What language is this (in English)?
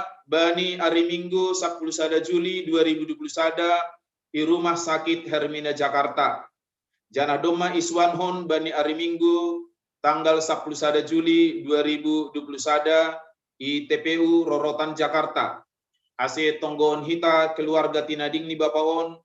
Batak Simalungun